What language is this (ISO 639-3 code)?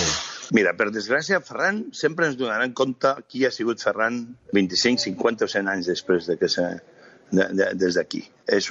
cat